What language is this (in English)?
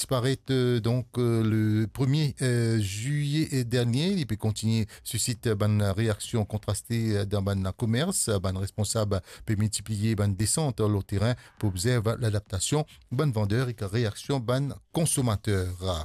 Morisyen